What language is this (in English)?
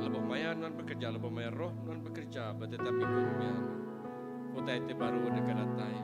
Iban